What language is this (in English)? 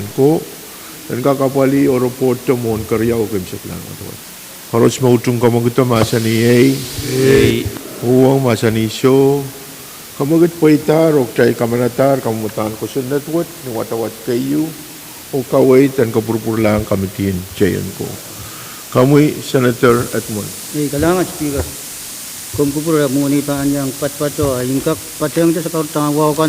Pohnpeian